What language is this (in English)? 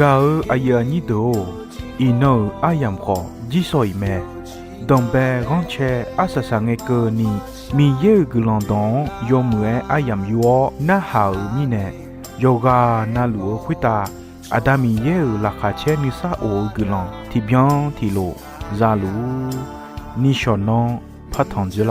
Akha